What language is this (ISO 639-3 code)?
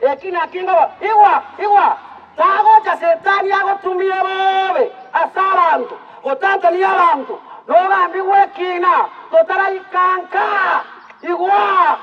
guz